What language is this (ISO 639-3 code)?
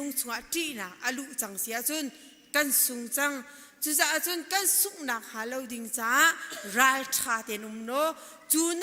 cnh